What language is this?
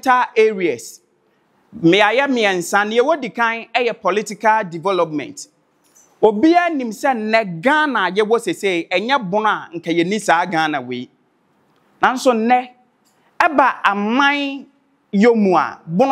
Akan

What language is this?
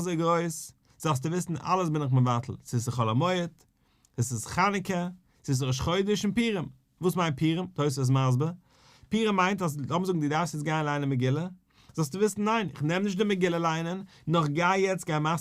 Yiddish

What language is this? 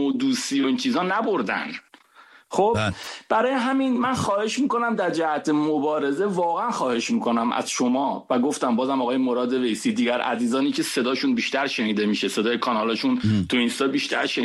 Persian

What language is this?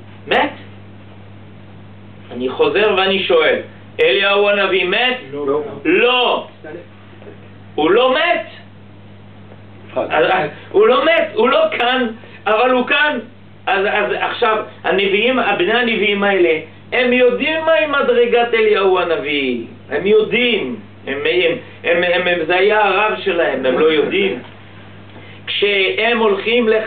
Hebrew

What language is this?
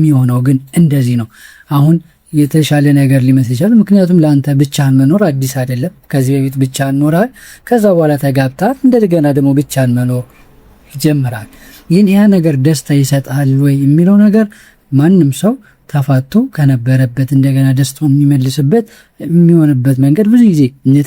Amharic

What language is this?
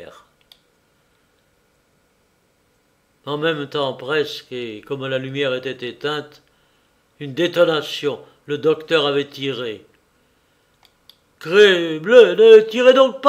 French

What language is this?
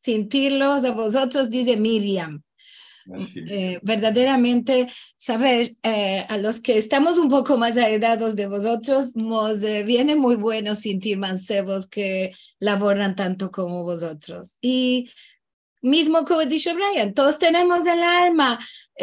Ladino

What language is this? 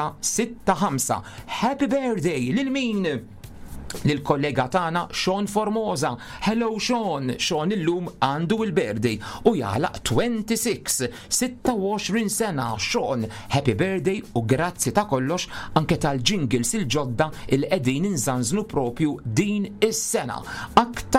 Maltese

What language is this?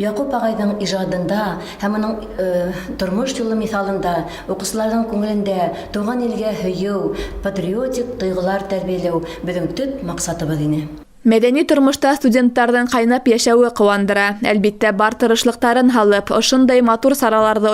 Bashkir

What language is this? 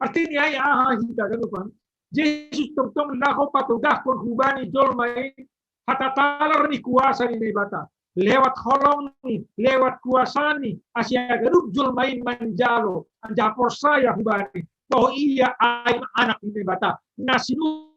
Batak Simalungun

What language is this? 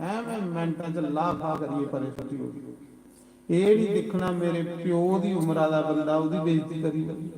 Dogri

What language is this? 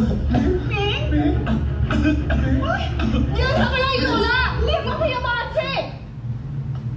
Thai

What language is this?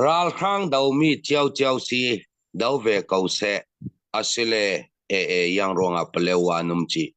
Falam Chin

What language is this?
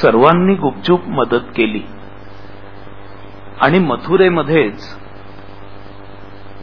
Marathi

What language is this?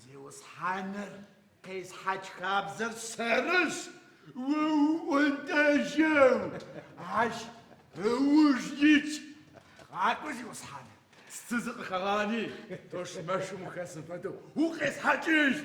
Adyghe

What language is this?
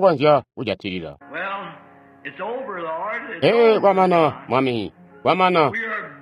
Tonga (Zambia)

